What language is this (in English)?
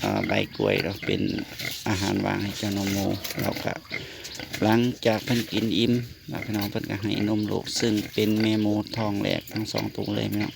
Northeastern Thai